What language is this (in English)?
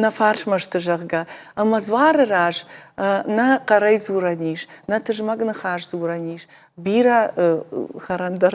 Ossetic